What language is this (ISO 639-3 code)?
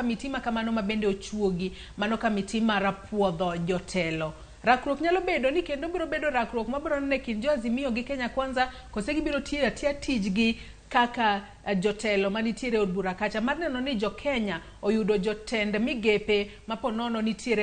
luo